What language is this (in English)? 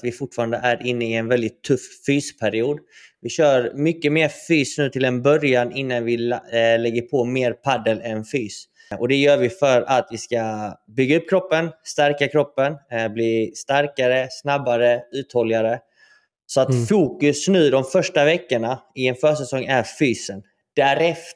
Swedish